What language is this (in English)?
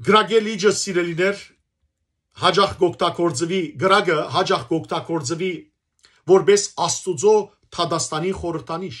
Western Armenian